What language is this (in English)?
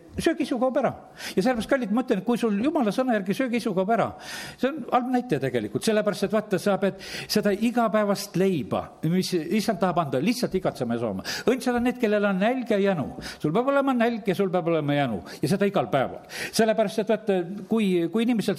Estonian